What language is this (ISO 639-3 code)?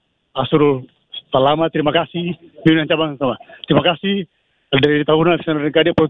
ind